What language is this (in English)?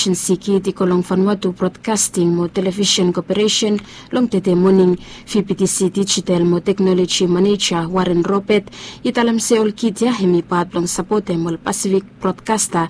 Bislama